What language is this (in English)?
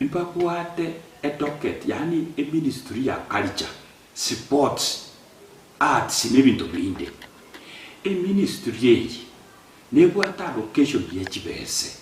Gusii